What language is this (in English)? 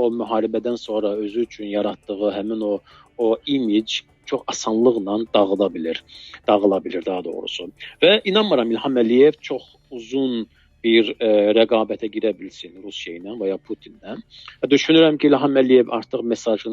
Azerbaijani